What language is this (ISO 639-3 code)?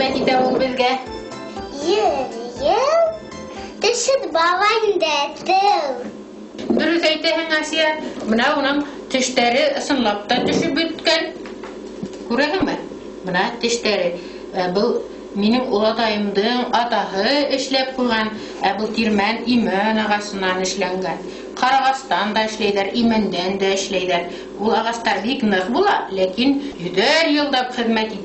bak